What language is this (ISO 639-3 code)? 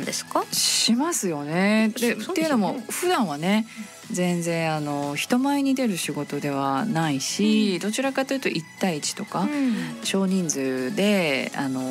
jpn